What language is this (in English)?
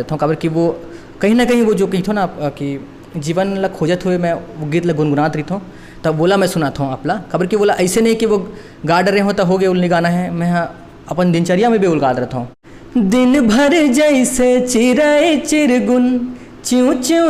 Chhattisgarhi